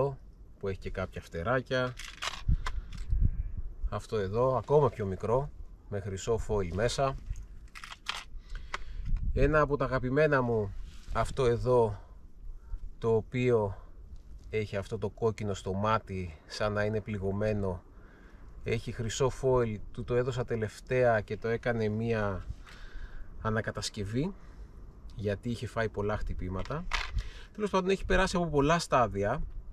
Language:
Greek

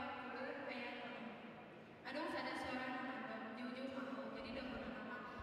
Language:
Batak Toba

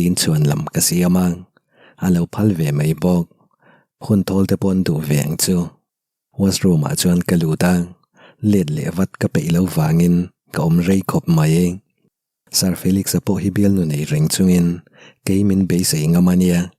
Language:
Mizo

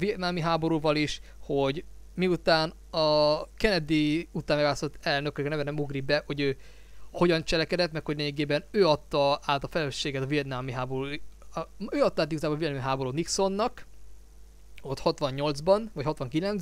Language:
Hungarian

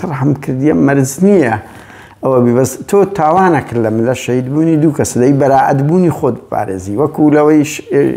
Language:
Central Kurdish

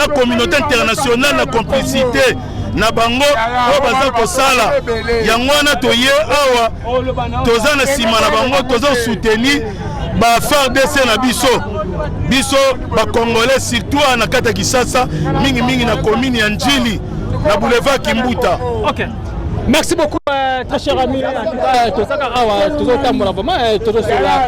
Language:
Lingala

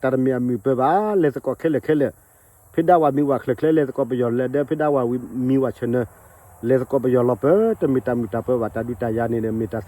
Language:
S'gaw Karen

